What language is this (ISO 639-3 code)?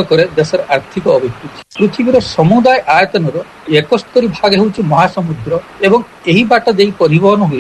ori